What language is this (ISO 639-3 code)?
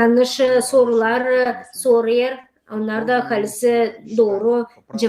gag